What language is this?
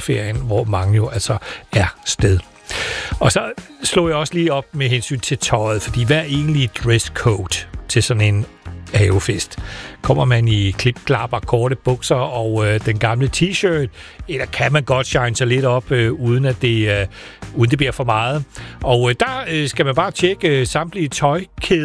Danish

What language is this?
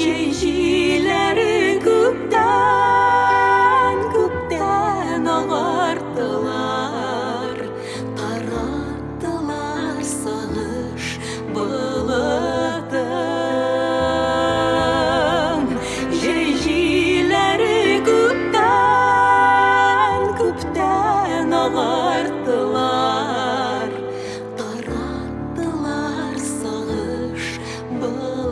Tatar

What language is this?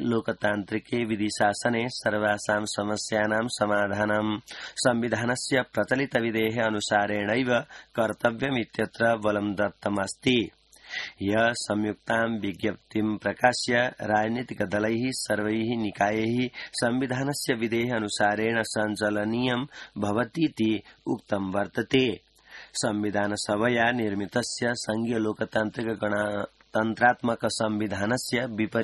Sanskrit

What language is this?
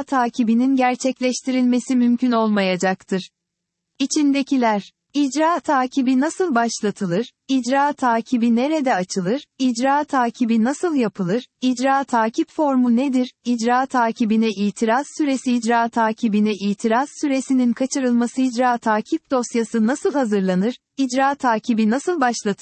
Turkish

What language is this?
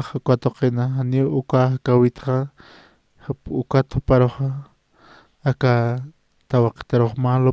Aymara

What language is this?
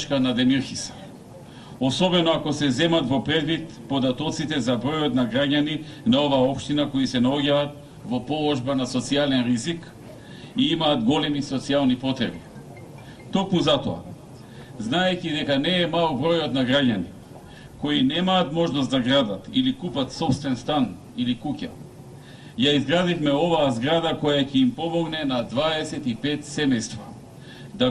Macedonian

